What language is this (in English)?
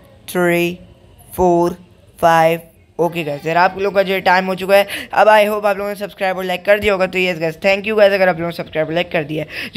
Hindi